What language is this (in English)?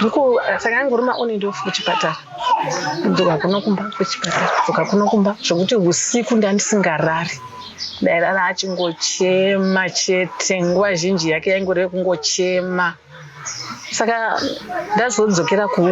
Shona